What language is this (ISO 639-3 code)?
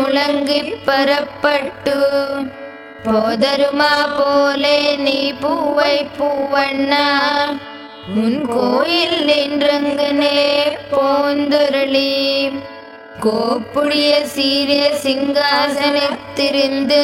tam